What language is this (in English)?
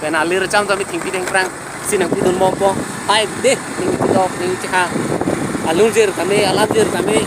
Karbi